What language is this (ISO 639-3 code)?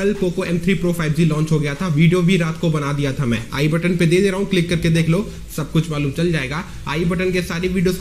hin